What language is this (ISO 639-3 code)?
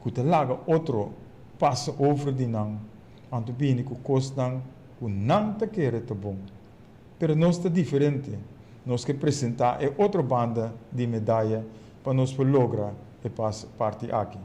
pap